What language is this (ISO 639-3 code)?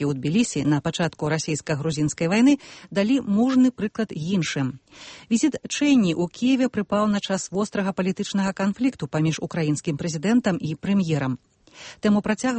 bel